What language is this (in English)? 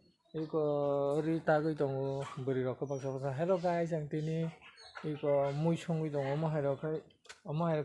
Kok Borok